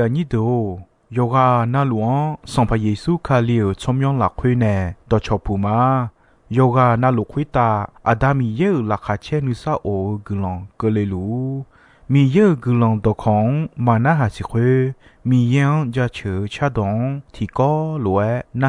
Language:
Akha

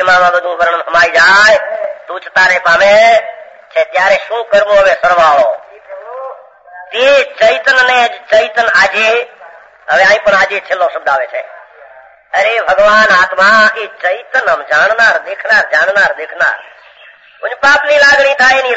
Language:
Gujarati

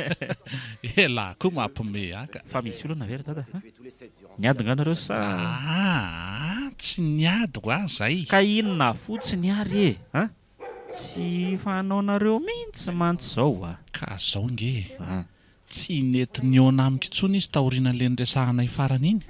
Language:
Malagasy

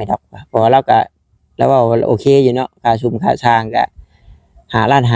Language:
Northeastern Thai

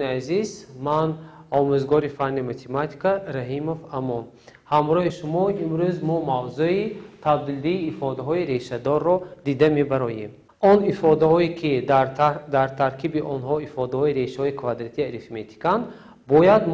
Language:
Tajik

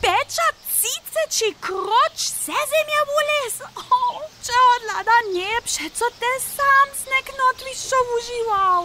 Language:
Upper Sorbian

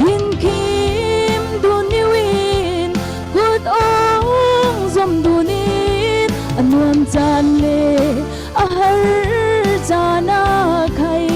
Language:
Falam Chin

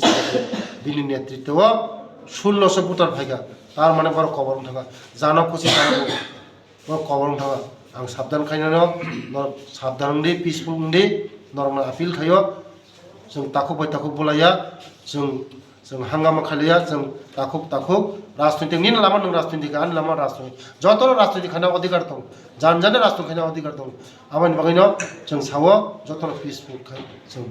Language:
Kok Borok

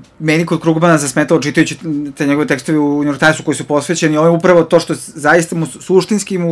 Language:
Serbian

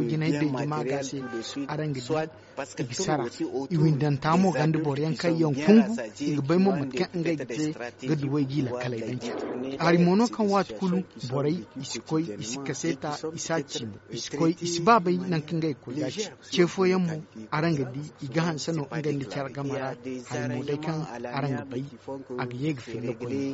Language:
Zarma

